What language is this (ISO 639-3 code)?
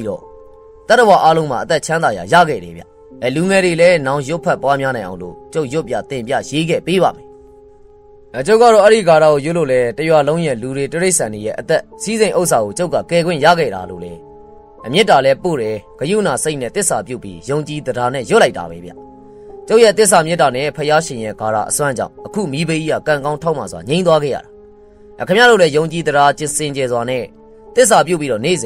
mya